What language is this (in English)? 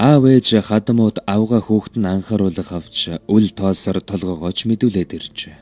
Mongolian